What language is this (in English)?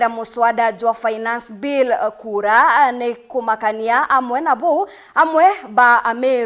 Meru